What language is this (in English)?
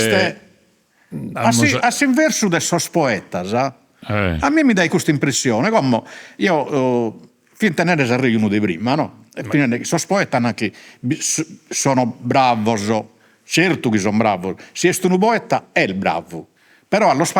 Sardinian